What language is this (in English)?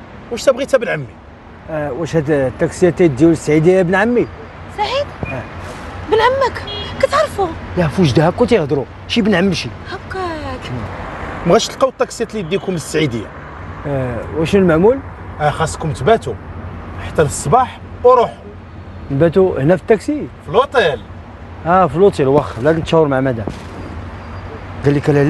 Moroccan Arabic